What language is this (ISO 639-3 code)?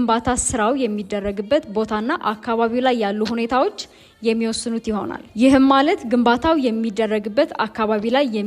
amh